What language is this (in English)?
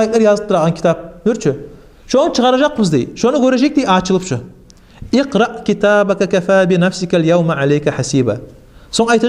Kumyk